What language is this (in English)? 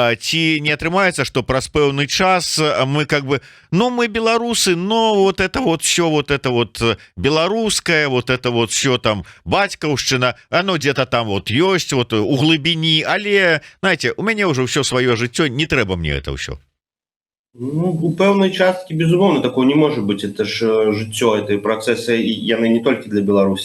Belarusian